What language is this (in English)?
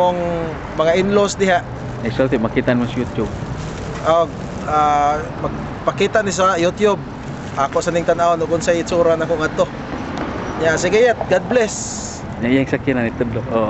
Cebuano